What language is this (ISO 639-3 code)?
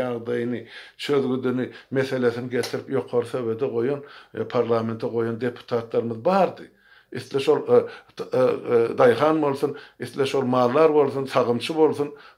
tuk